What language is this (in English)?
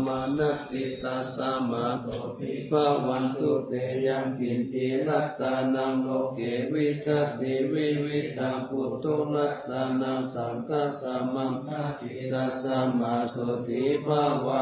Pali